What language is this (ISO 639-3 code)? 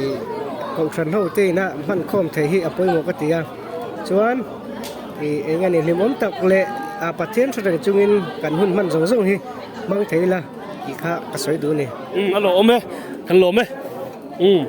lus